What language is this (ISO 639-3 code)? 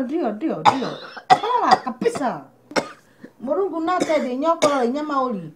mer